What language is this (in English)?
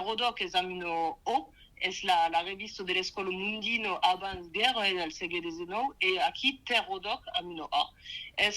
Occitan